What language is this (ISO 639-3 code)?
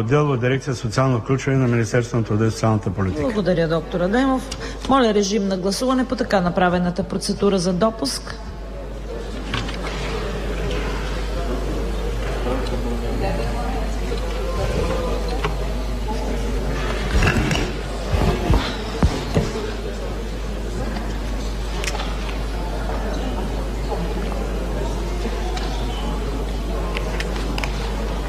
bul